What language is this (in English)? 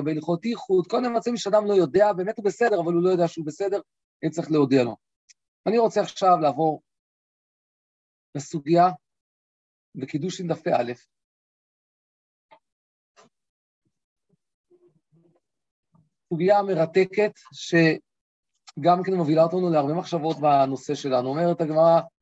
Hebrew